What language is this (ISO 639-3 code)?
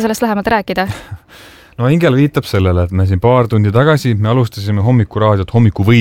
est